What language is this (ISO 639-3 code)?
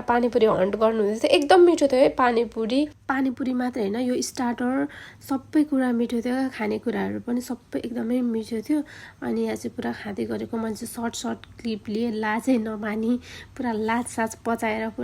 nep